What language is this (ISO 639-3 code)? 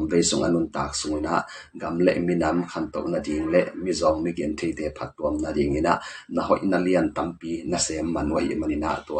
ctd